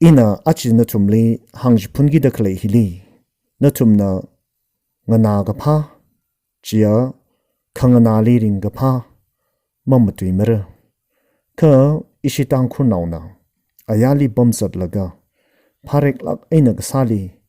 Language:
Tangkhul Naga (India)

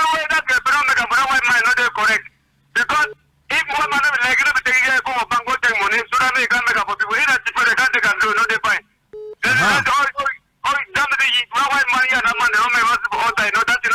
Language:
Cameroon Pidgin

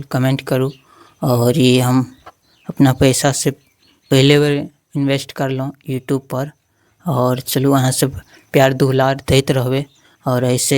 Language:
Maithili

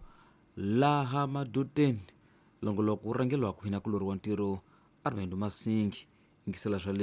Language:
Tsonga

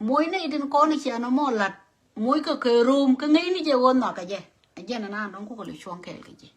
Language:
Nuer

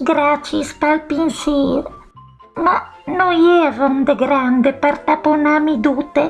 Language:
Friulian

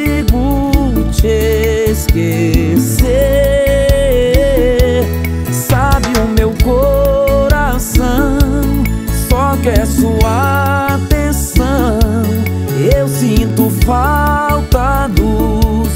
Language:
Portuguese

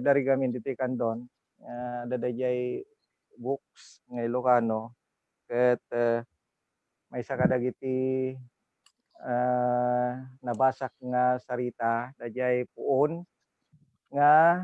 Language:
Iloko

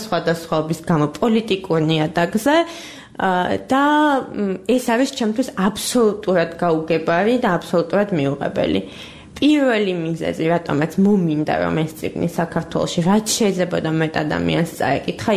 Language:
Georgian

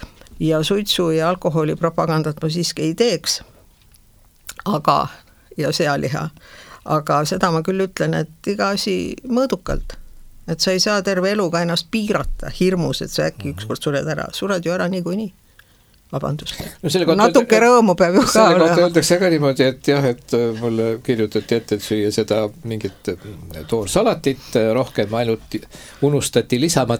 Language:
Estonian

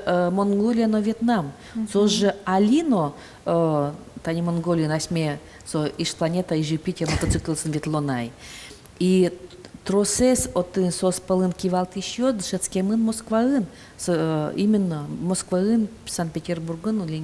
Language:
Udmurt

